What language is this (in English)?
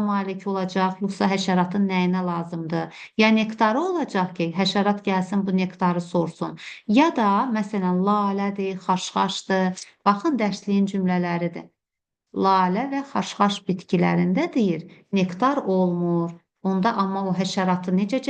Azerbaijani